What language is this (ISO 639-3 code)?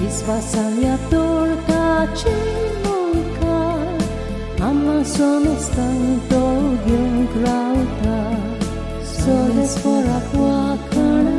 kok